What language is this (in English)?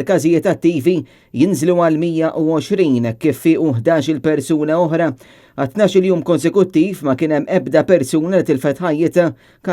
Maltese